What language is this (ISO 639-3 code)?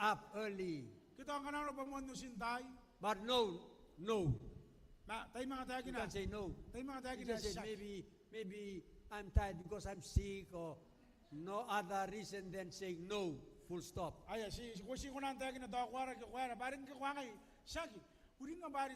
gil